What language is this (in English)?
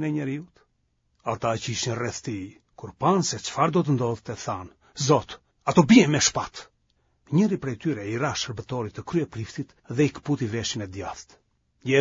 Albanian